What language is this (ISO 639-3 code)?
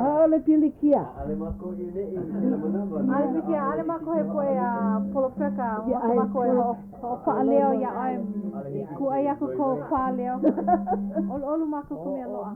haw